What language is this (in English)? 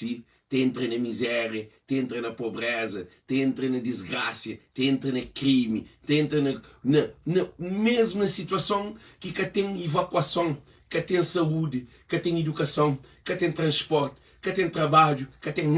Kabuverdianu